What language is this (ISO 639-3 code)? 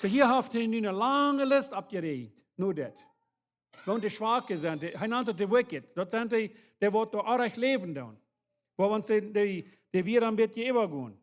pdt